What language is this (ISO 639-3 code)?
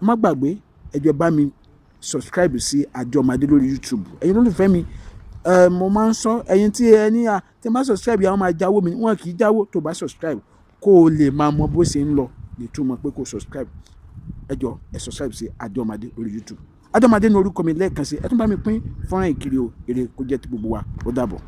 yor